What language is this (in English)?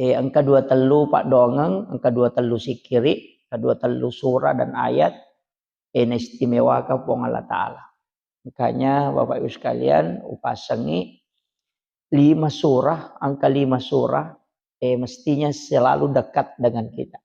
Buginese